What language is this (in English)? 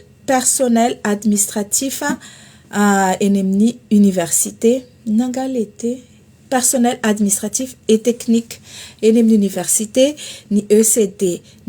Malagasy